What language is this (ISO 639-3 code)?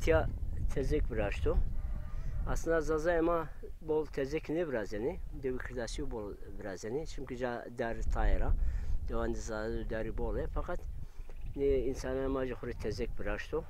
zza